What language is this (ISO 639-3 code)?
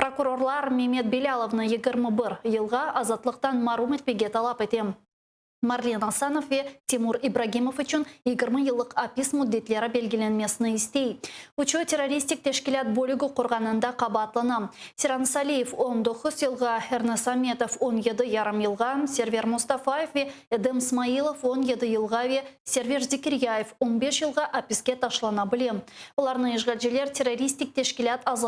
crh